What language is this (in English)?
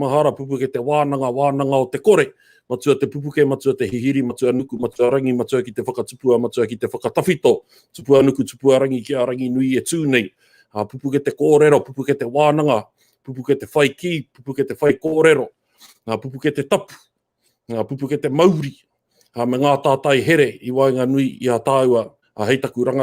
Māori